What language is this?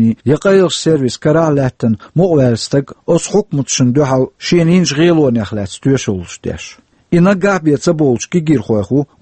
Chechen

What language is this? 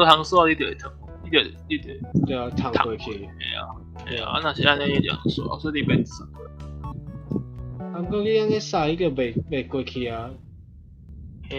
Min Nan Chinese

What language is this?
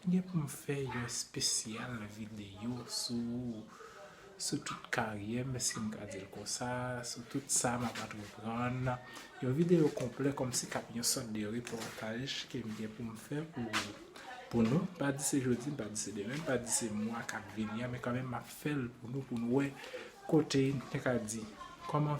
Haitian Creole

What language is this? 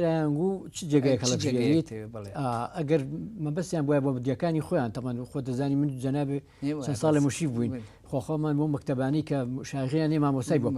Central Kurdish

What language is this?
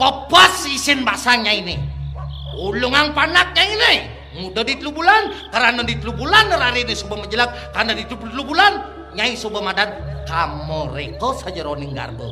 Balinese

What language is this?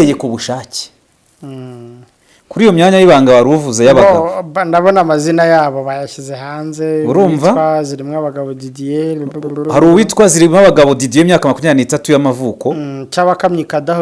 Kinyarwanda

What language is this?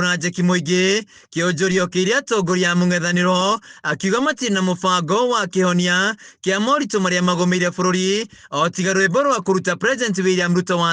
Kikuyu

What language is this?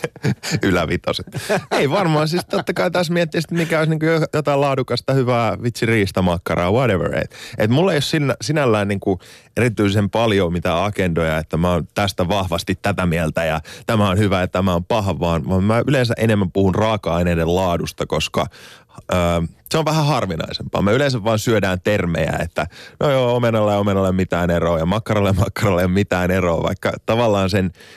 Finnish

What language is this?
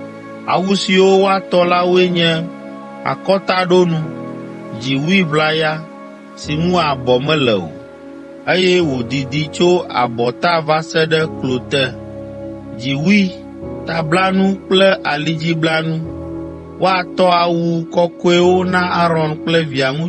Ewe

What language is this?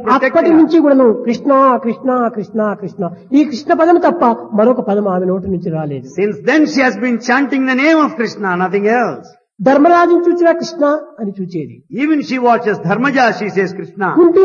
Telugu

